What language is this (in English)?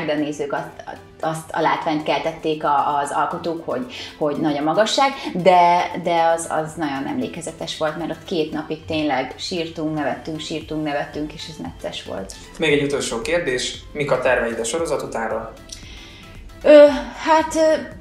Hungarian